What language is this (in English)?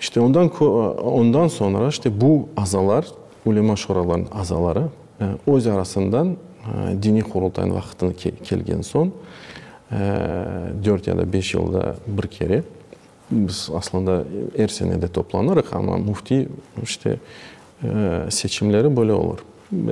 Crimean Tatar